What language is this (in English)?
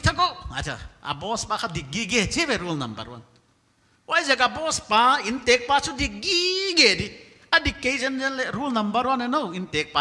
Paite Chin